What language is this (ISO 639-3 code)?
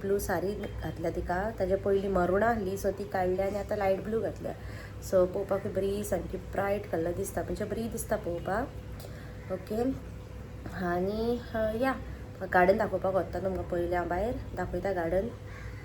kok